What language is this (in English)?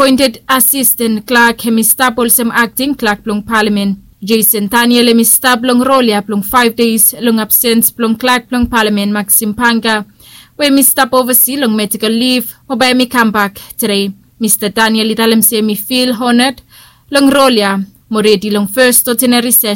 Bislama